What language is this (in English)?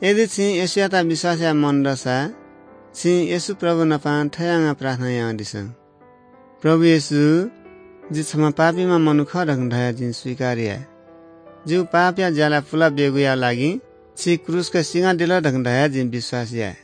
Newari